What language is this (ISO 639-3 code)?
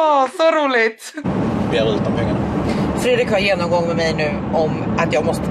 swe